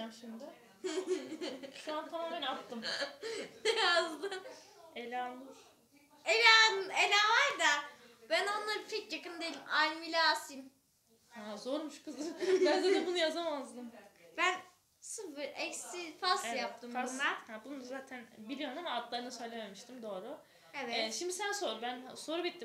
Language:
Turkish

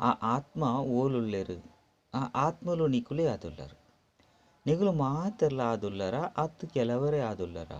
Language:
Tulu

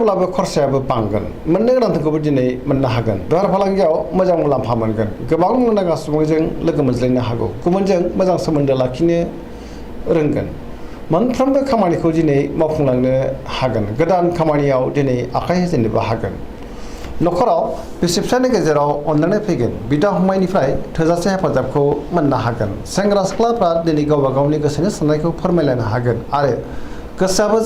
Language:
Bodo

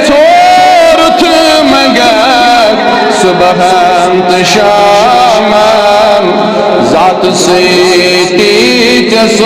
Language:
Kashmiri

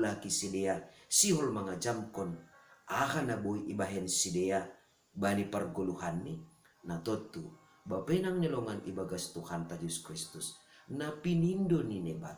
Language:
Batak Simalungun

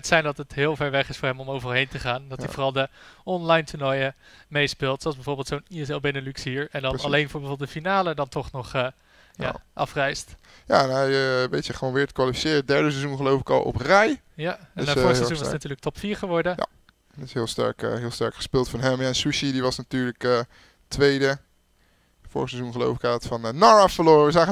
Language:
Dutch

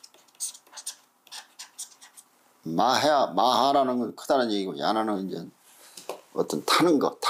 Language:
Korean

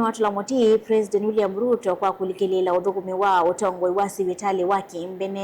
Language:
Kamba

